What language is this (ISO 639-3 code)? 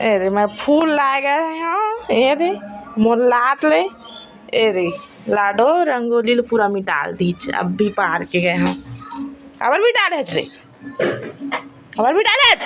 hne